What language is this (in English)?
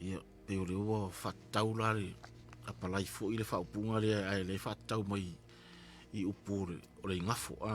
Samoan